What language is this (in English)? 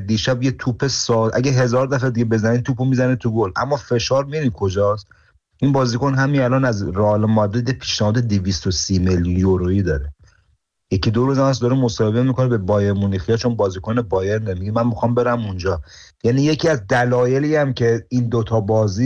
Persian